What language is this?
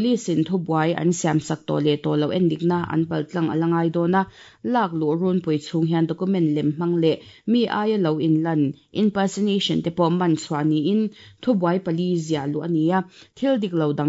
Mizo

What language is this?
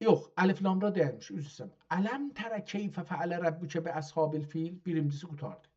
South Azerbaijani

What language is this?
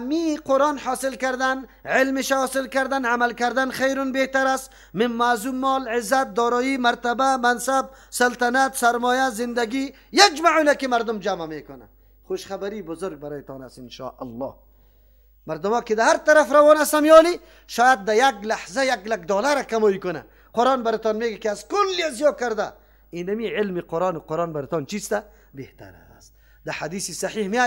Persian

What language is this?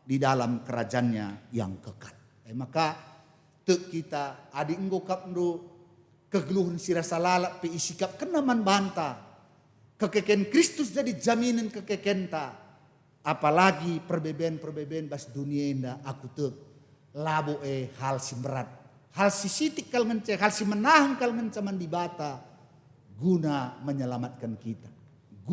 Batak Karo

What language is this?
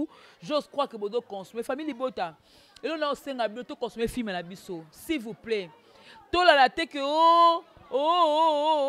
Lingala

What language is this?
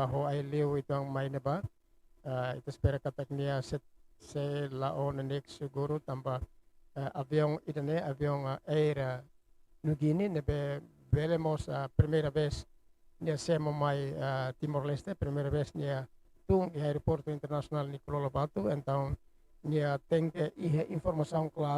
Tetum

